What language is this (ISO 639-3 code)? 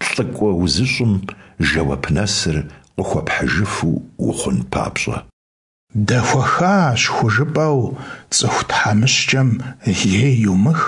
kbd